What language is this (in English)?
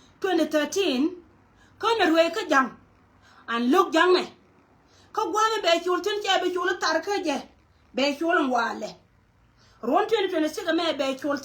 Nuer